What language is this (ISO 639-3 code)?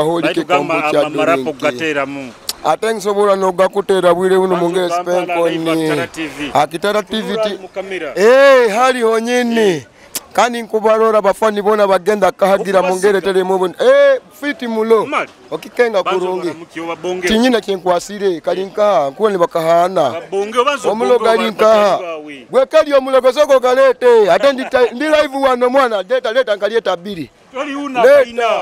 nyo